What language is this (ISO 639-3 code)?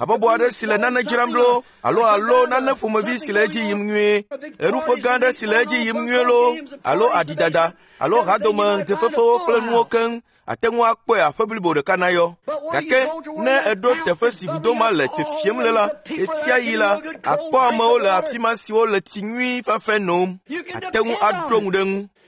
ewe